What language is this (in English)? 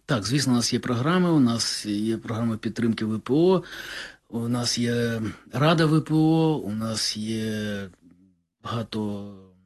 Ukrainian